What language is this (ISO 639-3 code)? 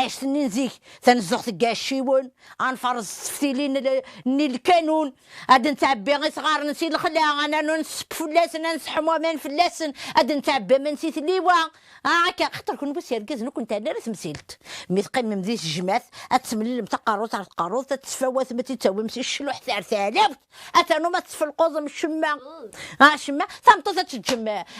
kab